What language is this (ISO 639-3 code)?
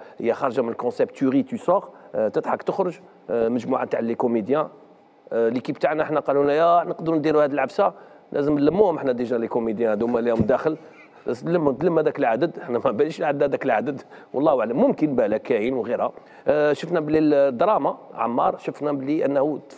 arq